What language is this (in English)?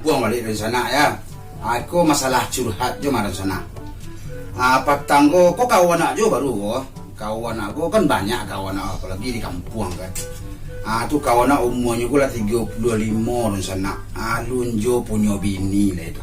Minangkabau